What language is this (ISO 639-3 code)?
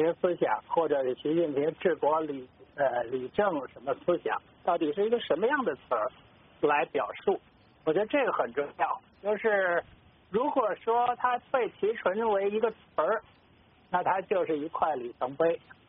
zho